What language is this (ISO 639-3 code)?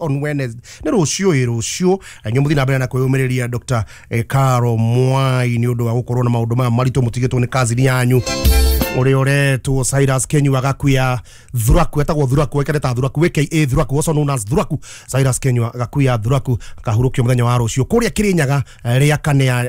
kik